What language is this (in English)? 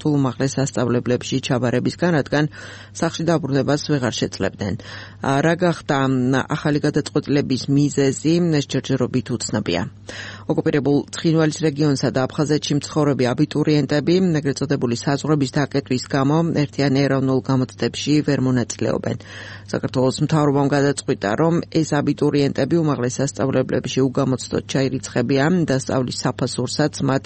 Georgian